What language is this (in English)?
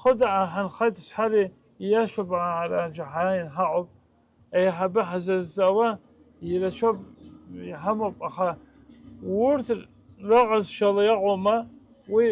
Abkhazian